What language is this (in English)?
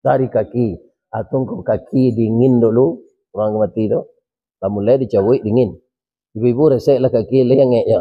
Minangkabau